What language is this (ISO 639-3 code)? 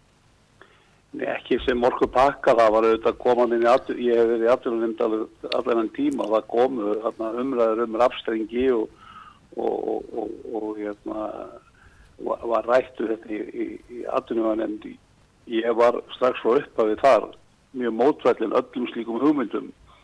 isl